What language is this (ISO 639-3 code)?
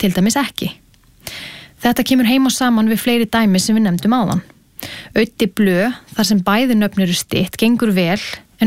isl